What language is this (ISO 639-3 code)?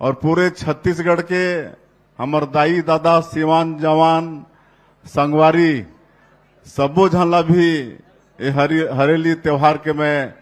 hne